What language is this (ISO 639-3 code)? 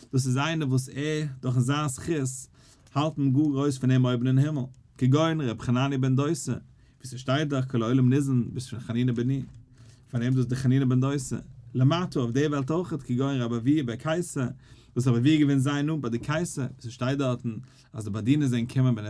yid